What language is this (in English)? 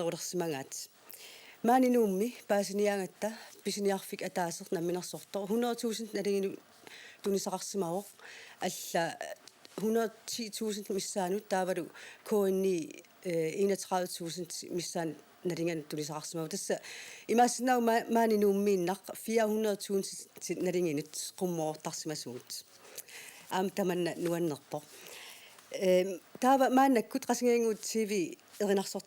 Kalaallisut